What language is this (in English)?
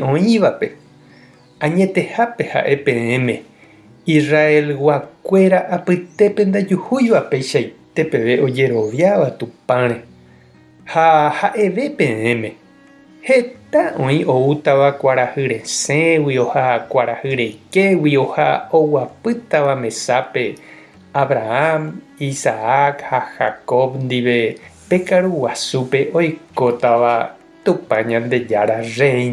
Guarani